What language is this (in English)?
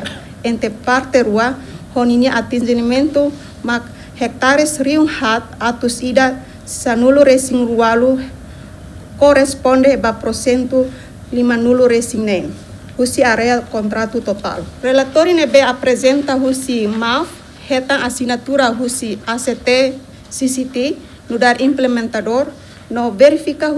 Tetum